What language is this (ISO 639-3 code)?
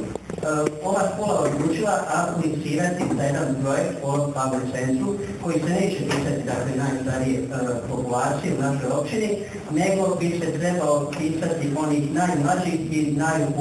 bos